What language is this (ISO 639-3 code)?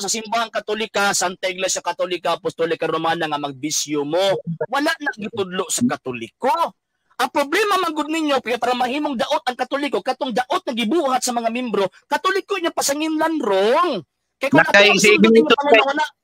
ceb